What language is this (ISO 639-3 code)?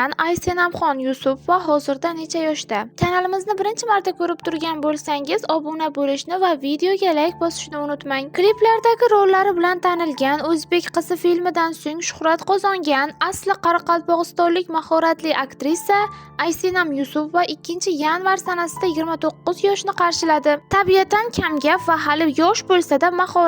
uzb